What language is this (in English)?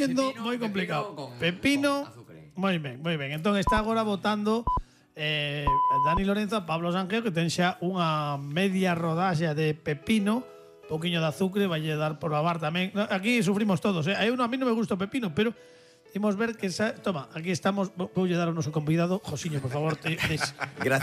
Galician